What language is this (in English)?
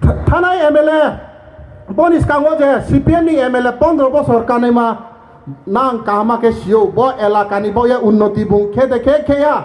Riang (India)